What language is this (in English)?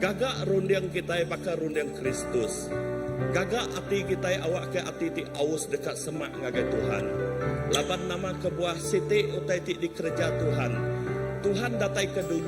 Iban